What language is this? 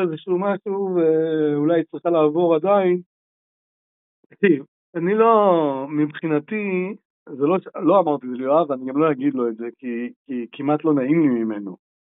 Hebrew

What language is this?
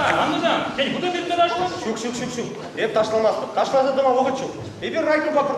Chuvash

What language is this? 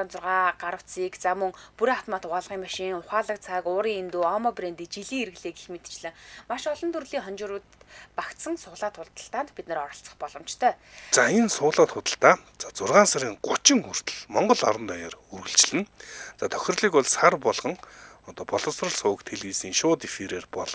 Mongolian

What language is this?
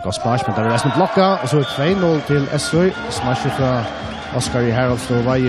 Faroese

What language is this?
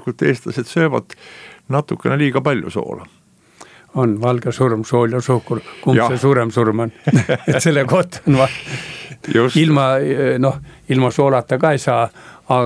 Estonian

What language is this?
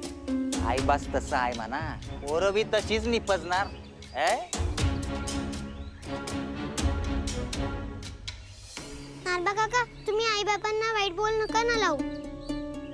Marathi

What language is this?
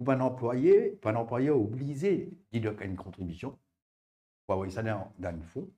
Morisyen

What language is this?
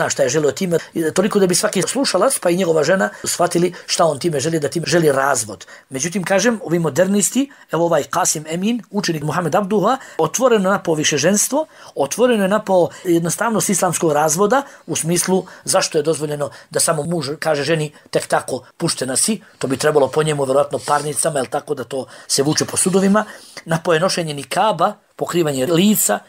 Bosnian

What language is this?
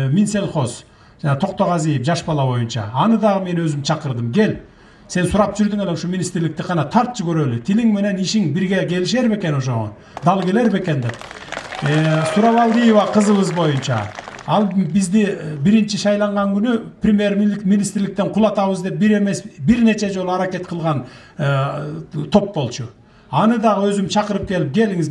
Kyrgyz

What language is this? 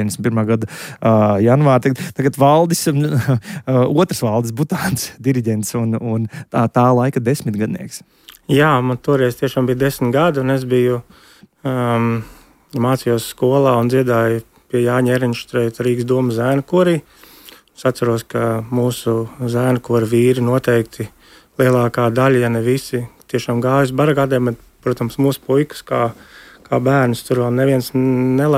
Latvian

